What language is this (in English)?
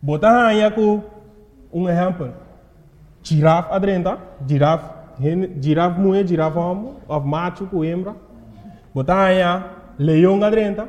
Papiamento